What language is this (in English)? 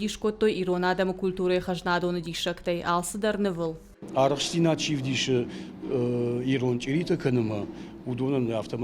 Ossetic